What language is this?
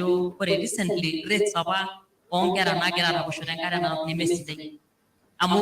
Masai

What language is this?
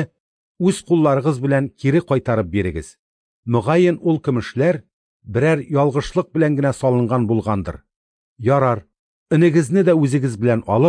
Tatar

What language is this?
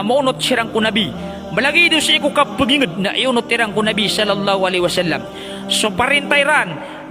Maranao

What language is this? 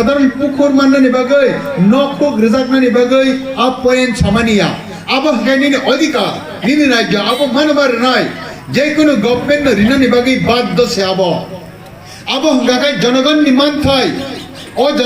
Kok Borok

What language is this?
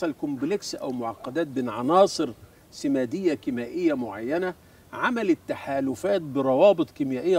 Egyptian Arabic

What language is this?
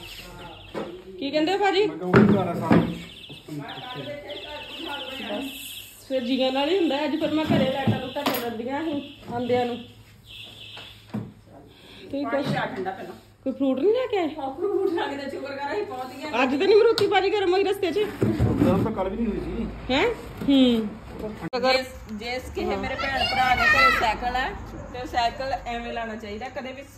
Punjabi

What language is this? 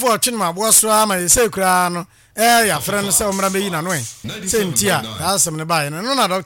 Akan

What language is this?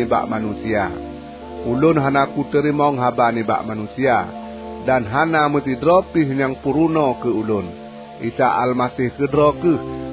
Achinese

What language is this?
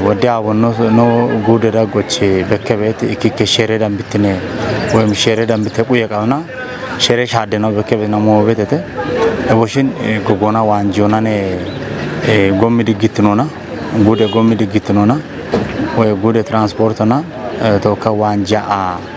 Kafa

